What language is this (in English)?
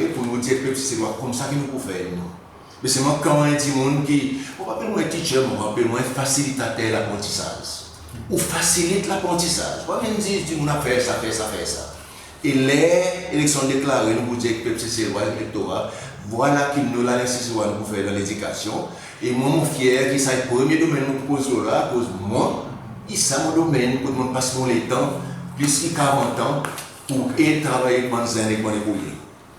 Seselwa Creole French